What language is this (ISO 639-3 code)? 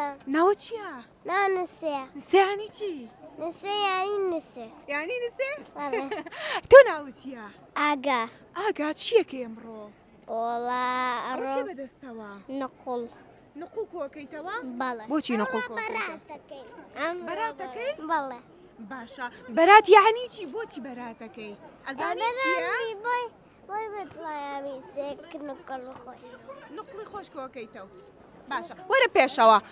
ckb